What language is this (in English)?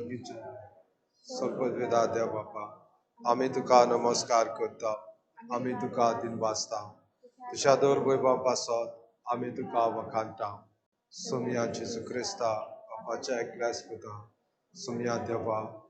Konkani